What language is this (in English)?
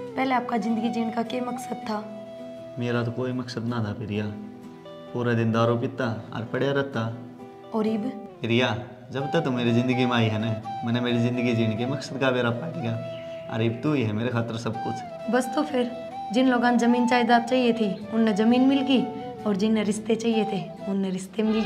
Haryanvi